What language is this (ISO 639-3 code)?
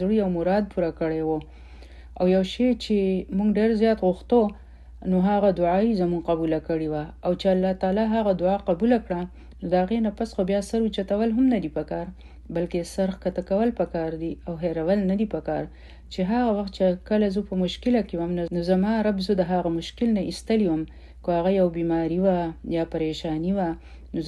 pus